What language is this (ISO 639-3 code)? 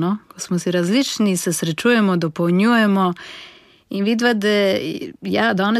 slv